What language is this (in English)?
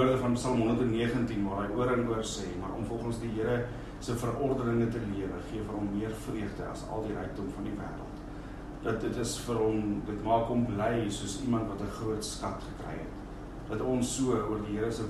Afrikaans